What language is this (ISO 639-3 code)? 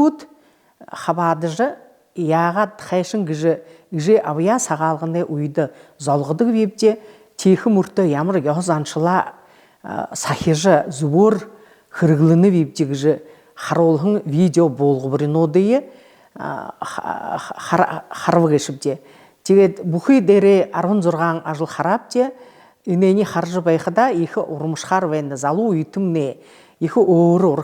bua